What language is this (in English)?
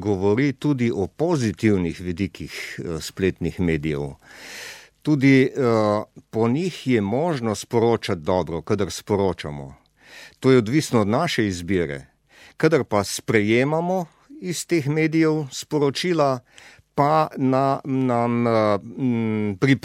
Slovenian